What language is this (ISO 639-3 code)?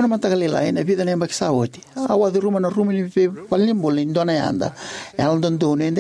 fij